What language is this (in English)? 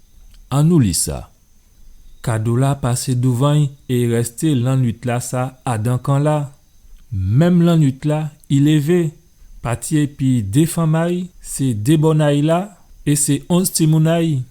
Guadeloupean Creole French